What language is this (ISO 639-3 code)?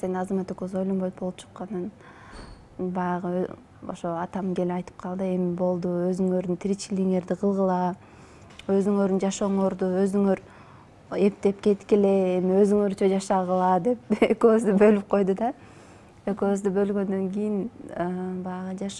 kir